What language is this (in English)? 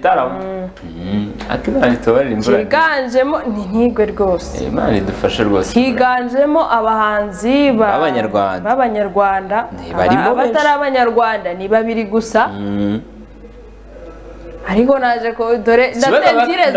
Kinyarwanda